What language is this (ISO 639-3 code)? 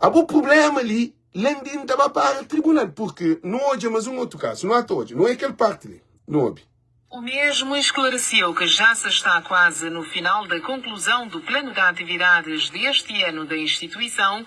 kea